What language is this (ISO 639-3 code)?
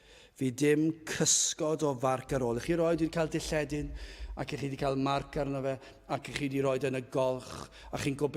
cym